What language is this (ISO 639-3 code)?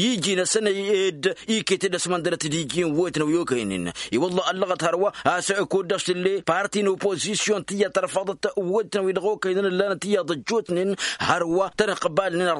taq